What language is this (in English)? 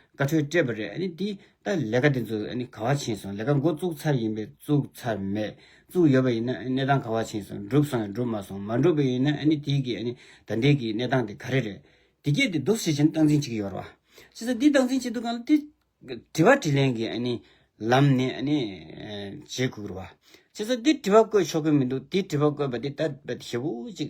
Tibetan